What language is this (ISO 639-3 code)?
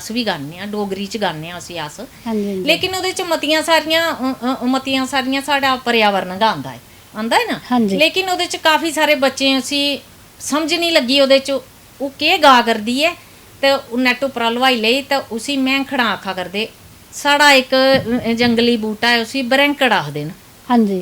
doi